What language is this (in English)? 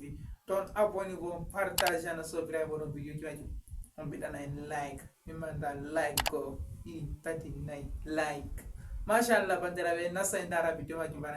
Fula